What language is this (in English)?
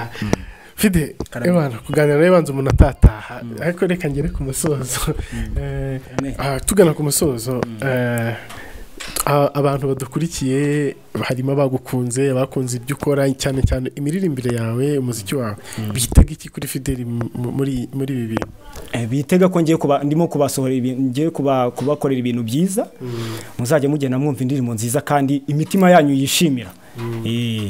Kinyarwanda